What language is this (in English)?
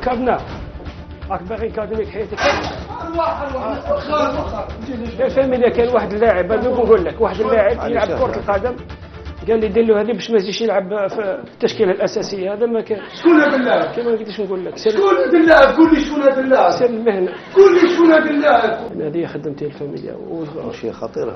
Algerian Arabic